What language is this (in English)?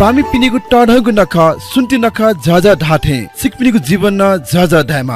Newari